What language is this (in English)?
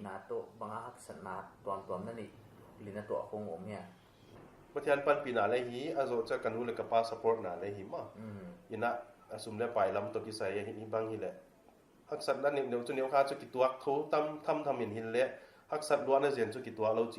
Paite Chin